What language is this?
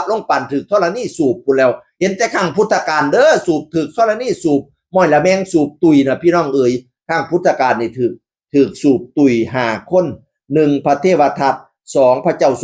Northeastern Thai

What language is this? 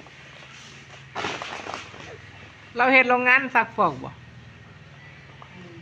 Lao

